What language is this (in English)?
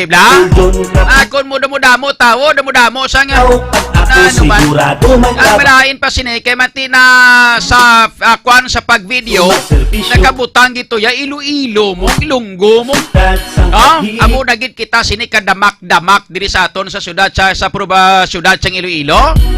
Hiligaynon